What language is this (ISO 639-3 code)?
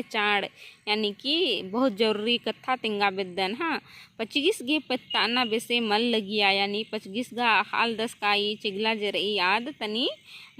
kru